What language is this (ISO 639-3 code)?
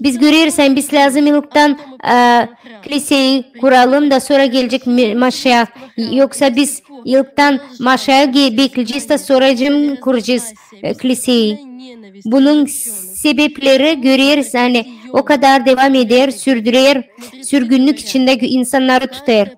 gag